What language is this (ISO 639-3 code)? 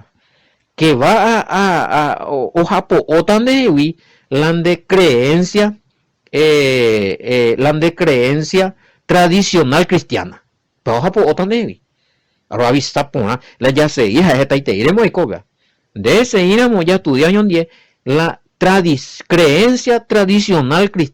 grn